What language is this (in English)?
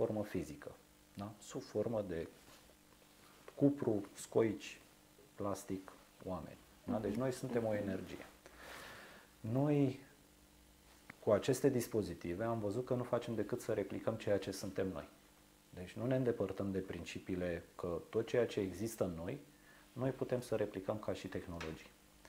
Romanian